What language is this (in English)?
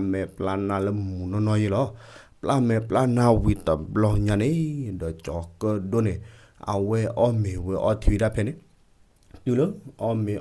S'gaw Karen